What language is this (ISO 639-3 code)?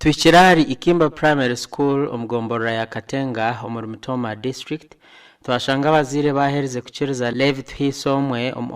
nyn